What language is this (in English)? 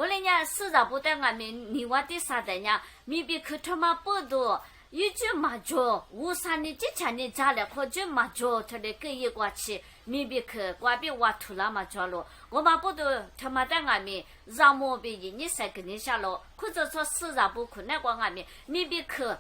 Lisu